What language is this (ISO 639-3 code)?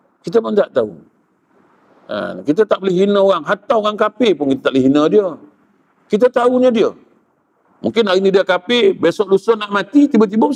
msa